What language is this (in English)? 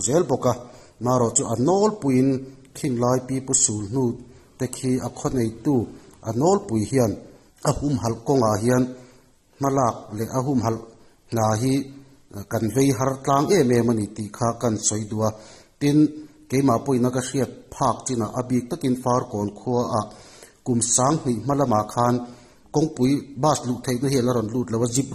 Mizo